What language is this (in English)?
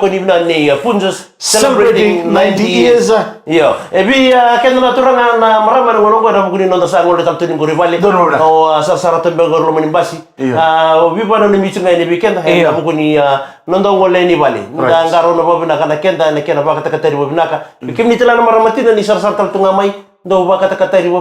Fijian